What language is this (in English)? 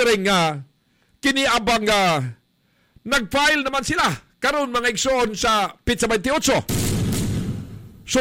Cebuano